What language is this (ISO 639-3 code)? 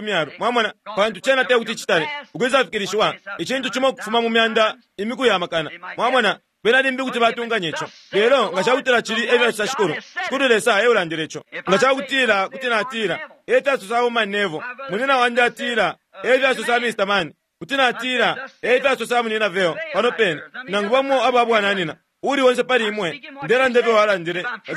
bem